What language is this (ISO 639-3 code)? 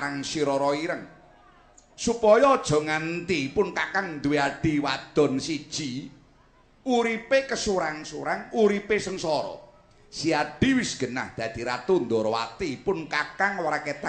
jav